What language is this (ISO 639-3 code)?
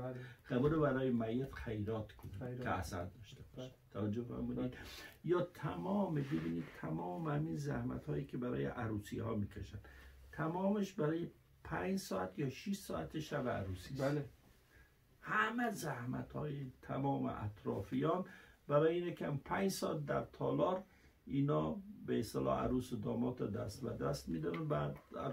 fas